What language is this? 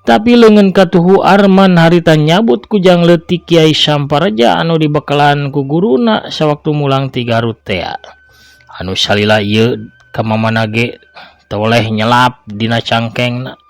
Sundanese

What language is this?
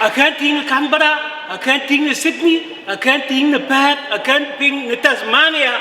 Dinka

